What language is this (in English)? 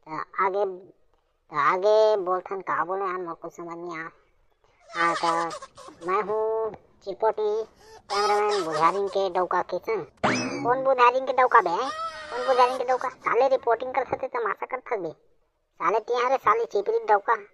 Chhattisgarhi